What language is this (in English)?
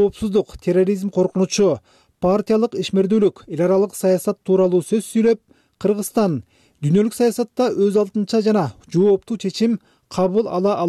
Kyrgyz